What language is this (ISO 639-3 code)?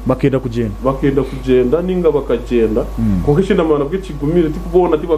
nyn